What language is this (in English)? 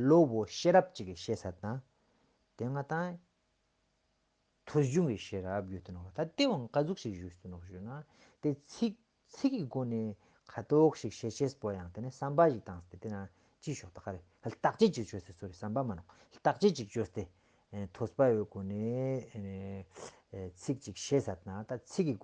Ladakhi